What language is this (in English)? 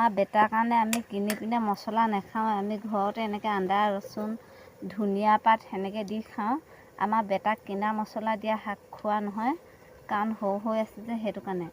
Assamese